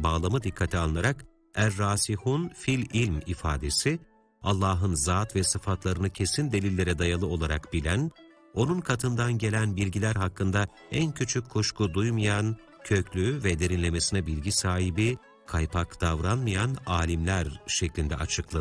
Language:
Turkish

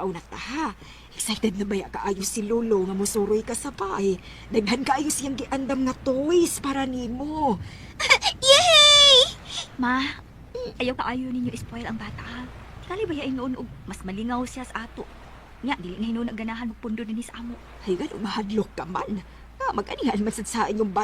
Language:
Cebuano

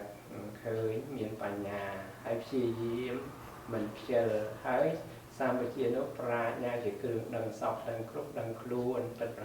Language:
Khmer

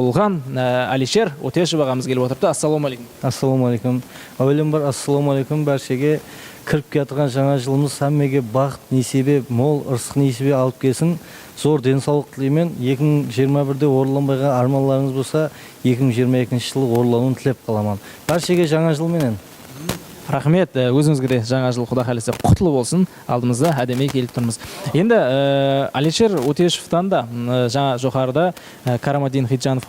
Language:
Kara-Kalpak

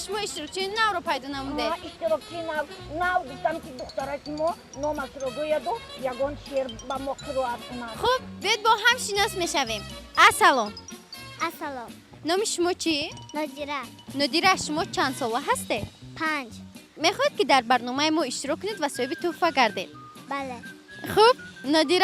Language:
Tajik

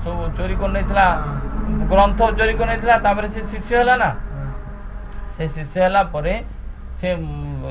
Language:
Odia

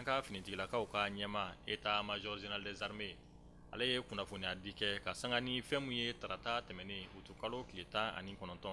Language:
Bambara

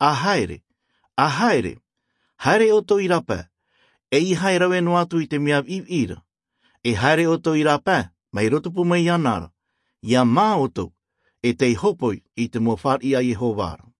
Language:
Tahitian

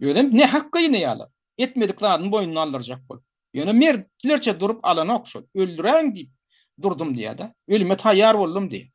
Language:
Turkmen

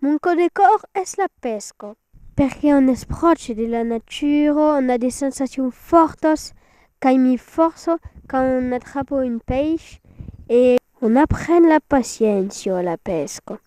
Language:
Occitan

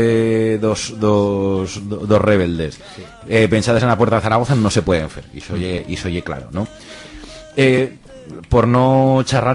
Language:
Aragonese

